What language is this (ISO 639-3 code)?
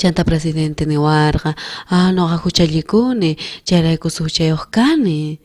quh